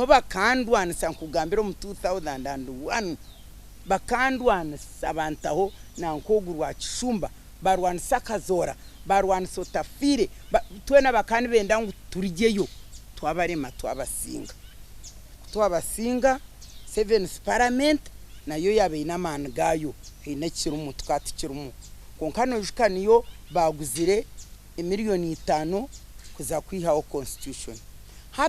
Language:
Nyankole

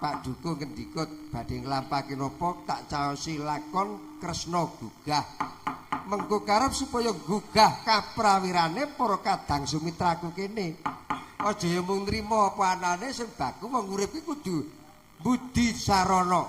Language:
Javanese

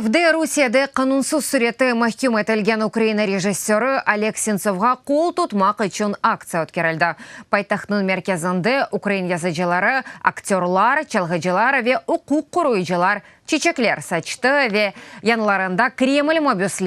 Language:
Crimean Tatar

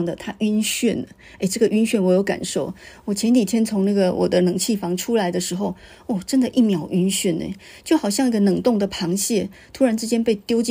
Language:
Chinese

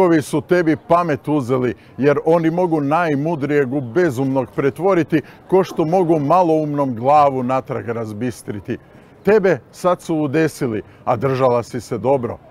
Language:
Croatian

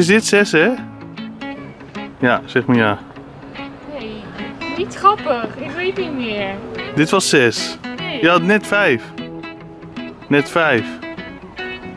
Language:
Dutch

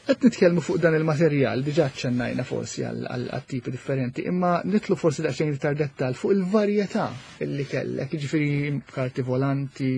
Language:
Maltese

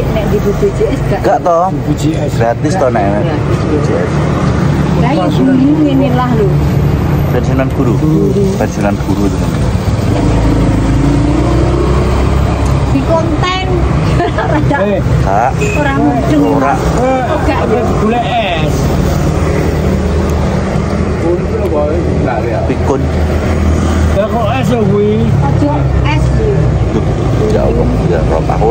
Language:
Javanese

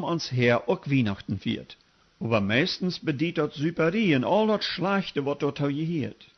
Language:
Plautdietsch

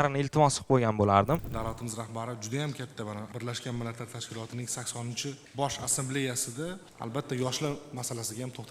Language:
Uzbek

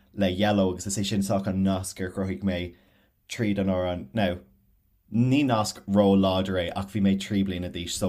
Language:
Irish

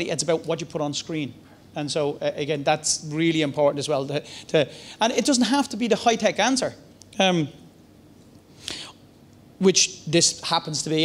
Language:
English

